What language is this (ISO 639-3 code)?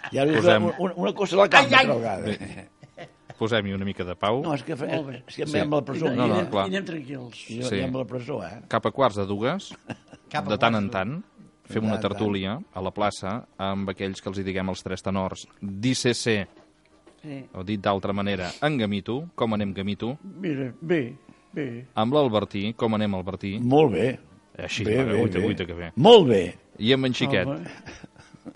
cat